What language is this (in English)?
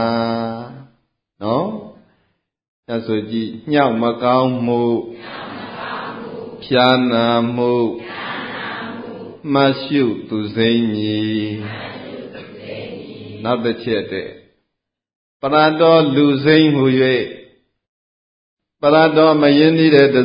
Burmese